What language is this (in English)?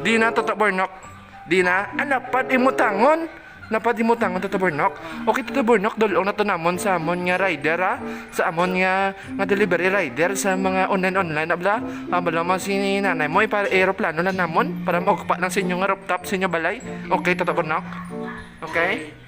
Hiligaynon